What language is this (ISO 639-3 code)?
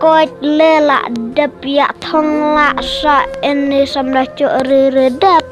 kha